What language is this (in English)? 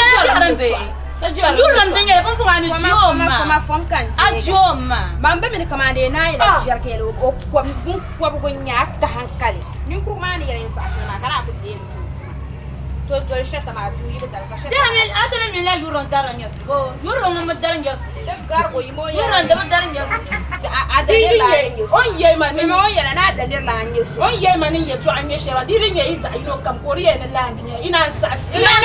Dagbani